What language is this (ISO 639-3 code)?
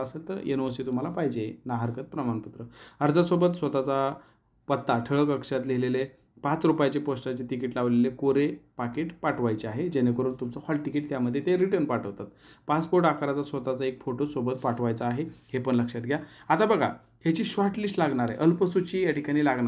mar